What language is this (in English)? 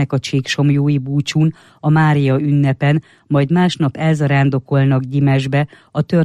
Hungarian